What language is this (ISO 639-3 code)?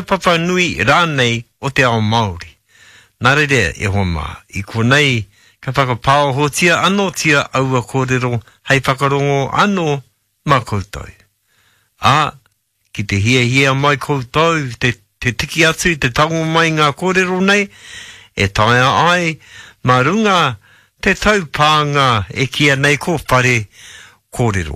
mri